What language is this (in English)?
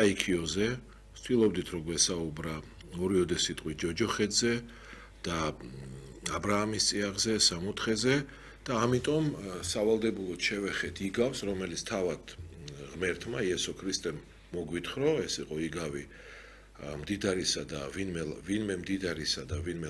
Georgian